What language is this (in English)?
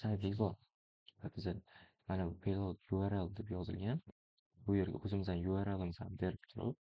Uzbek